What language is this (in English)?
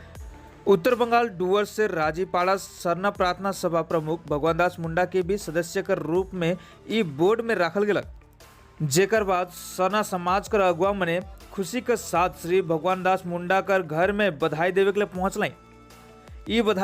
Sadri